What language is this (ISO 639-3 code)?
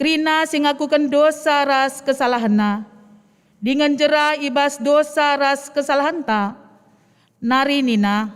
btx